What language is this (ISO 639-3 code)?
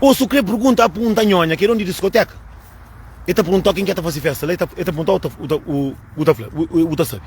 kea